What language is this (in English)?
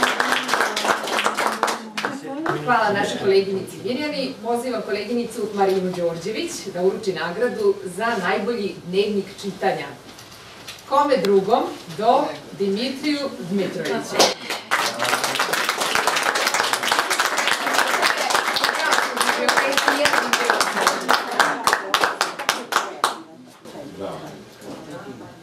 Serbian